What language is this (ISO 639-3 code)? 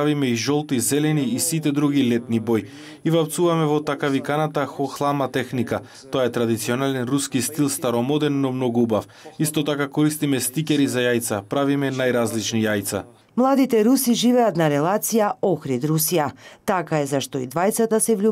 mkd